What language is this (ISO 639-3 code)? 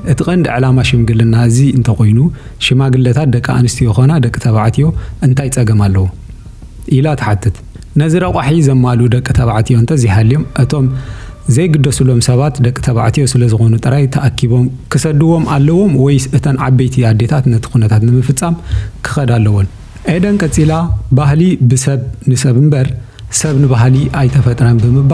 tir